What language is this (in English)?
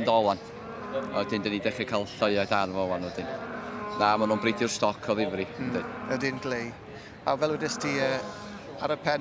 Welsh